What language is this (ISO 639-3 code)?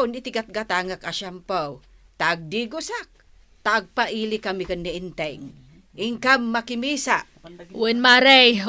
ilo